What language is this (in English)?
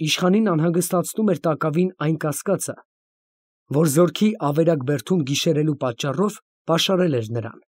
Armenian